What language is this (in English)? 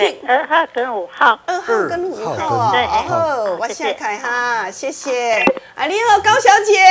Min Nan Chinese